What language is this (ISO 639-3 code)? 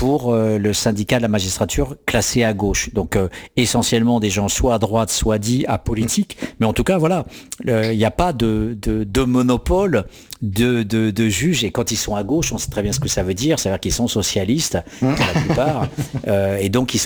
fra